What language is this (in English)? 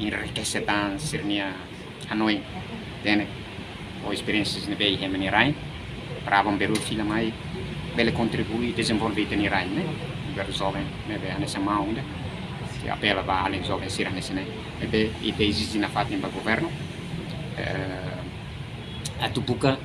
Tetum